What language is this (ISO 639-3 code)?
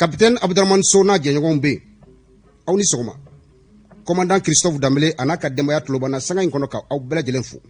bam